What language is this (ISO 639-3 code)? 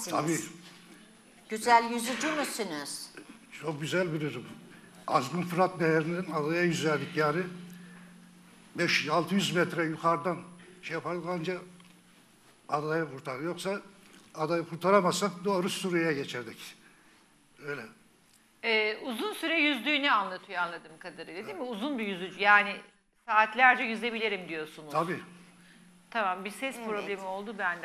tur